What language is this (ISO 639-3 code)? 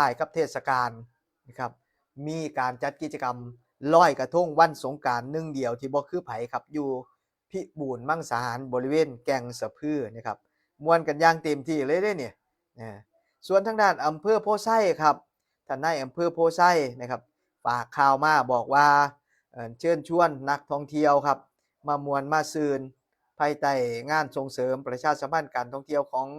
tts